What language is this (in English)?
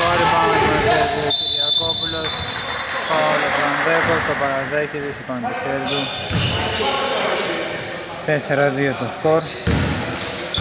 Greek